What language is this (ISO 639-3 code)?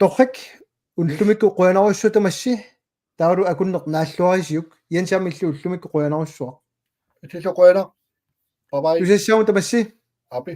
kal